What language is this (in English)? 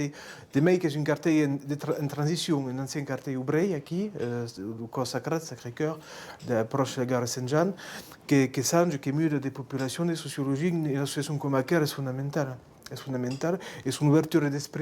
Occitan